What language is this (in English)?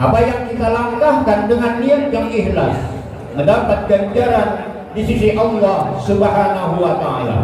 Banjar